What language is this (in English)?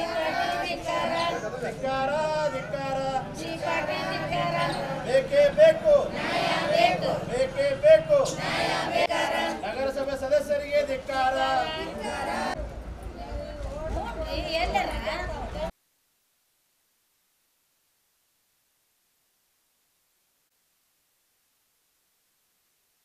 Kannada